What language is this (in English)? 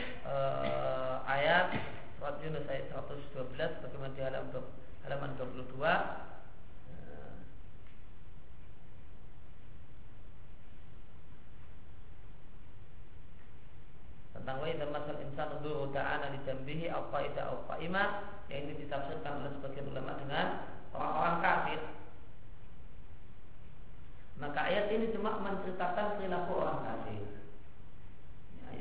Indonesian